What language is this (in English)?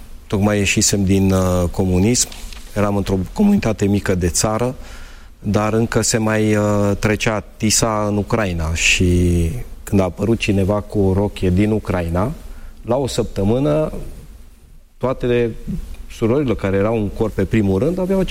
Romanian